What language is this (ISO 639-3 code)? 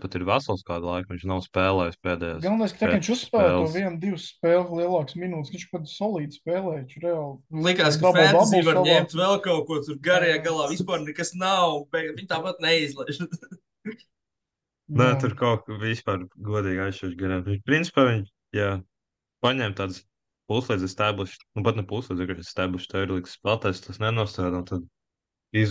lav